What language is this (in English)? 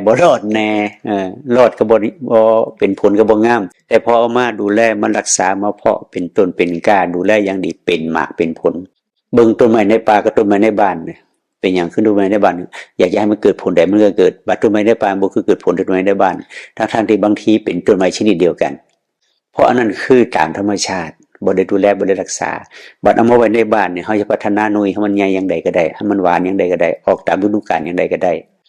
Northeastern Thai